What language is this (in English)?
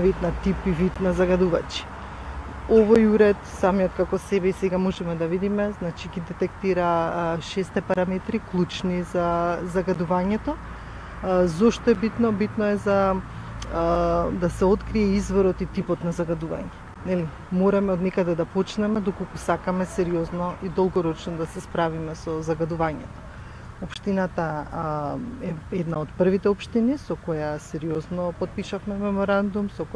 Macedonian